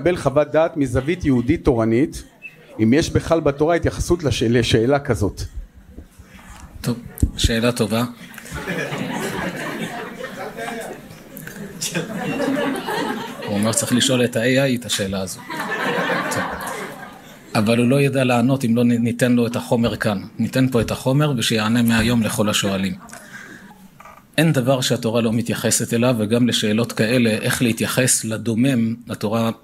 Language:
Hebrew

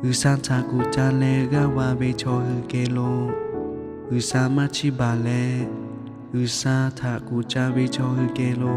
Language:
Lahu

